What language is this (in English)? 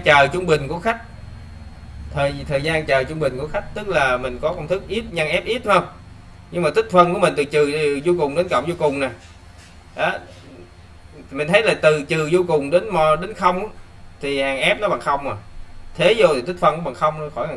Vietnamese